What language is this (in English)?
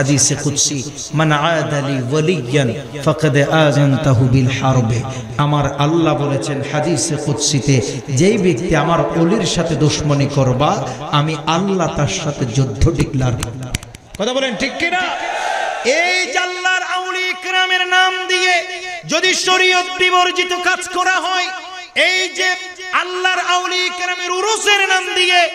Bangla